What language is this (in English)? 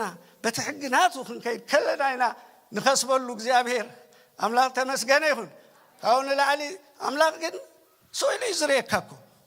Tigrinya